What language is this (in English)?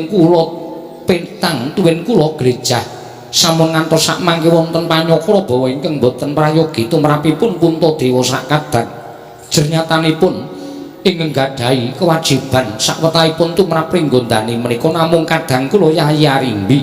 Javanese